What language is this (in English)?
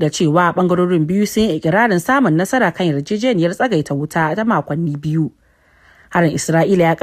Hausa